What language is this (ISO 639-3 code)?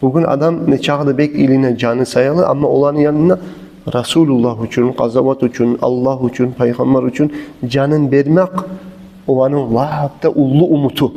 kum